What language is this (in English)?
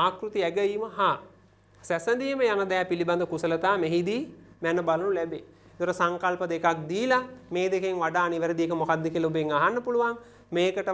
Sinhala